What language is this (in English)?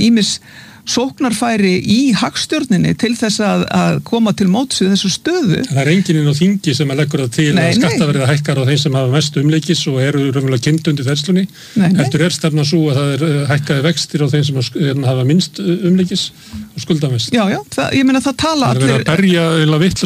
Icelandic